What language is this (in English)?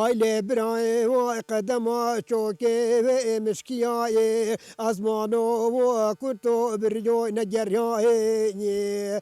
Kurdish